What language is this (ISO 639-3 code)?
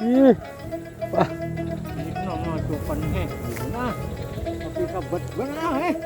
bjn